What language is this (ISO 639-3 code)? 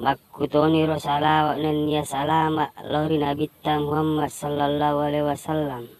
bug